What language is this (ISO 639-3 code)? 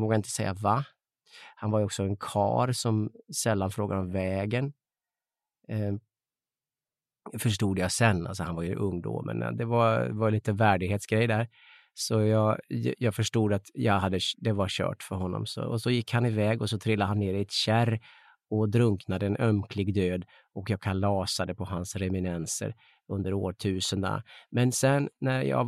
swe